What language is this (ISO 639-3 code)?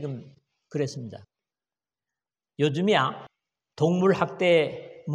kor